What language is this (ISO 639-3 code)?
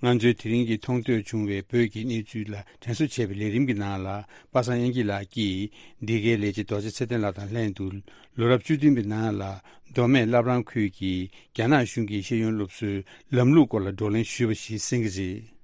bod